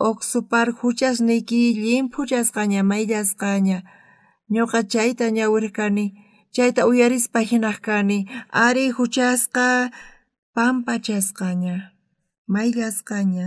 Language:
South Bolivian Quechua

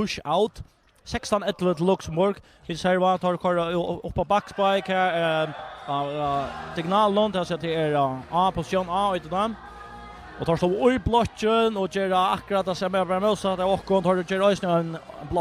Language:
Faroese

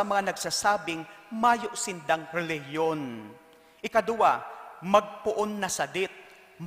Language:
Bikol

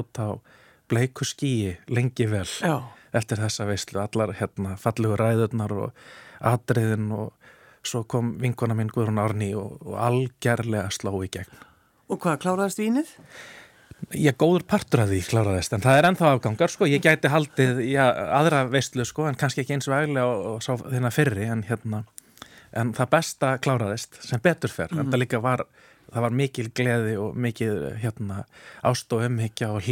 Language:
Icelandic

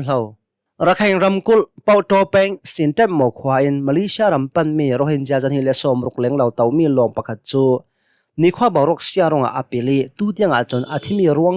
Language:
Hakha Chin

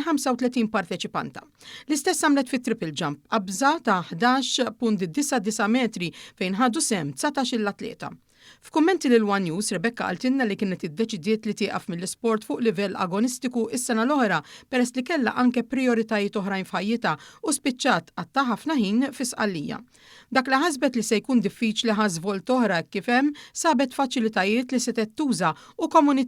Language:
Maltese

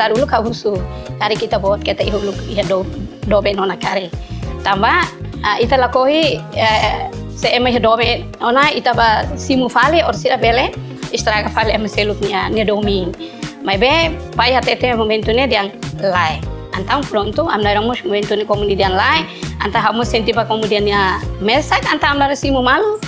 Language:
Tetum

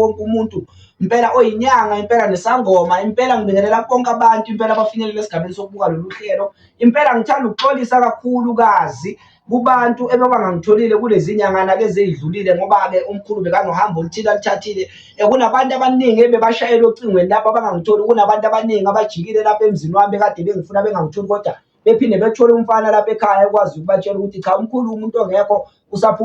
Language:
Zulu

